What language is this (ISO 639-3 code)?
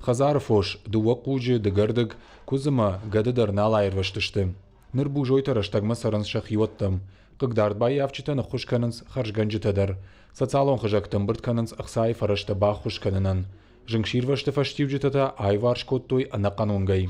oss